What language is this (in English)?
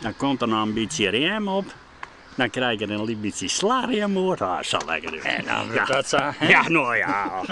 Western Frisian